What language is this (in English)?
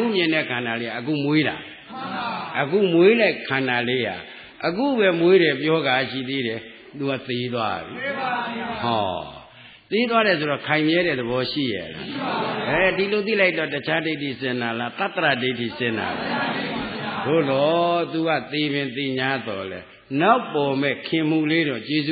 Burmese